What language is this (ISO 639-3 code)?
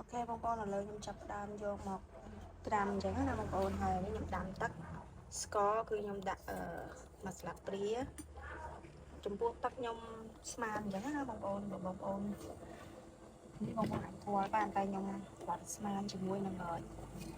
khm